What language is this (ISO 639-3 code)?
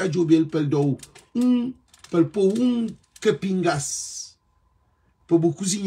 kea